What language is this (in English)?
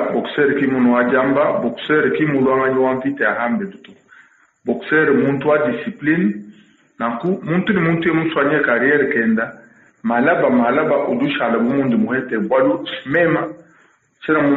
Luba-Lulua